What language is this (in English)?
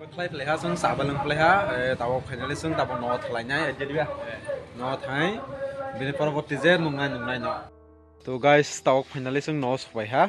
Kok Borok